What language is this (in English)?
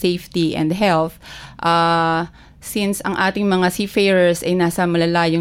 Filipino